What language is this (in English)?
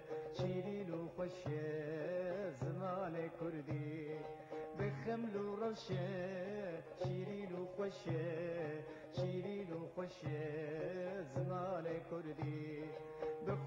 Kurdish